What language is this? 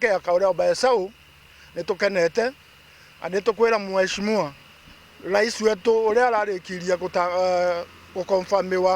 Meru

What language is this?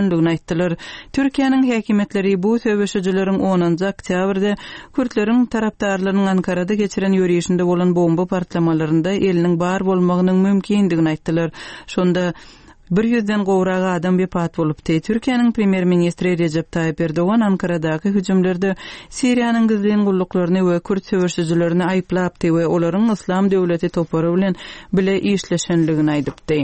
Turkmen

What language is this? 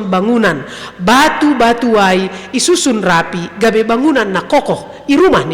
Batak Simalungun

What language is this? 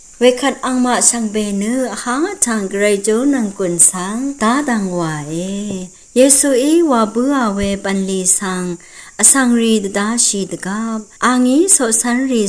Rawang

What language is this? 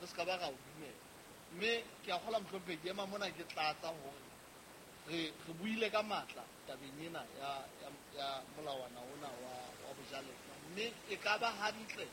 Southern Sotho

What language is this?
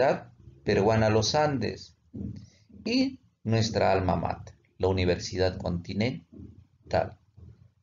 Spanish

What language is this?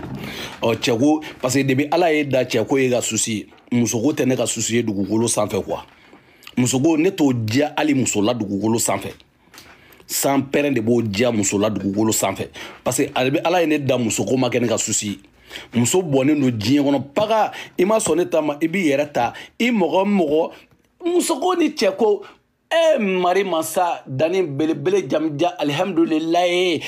Bambara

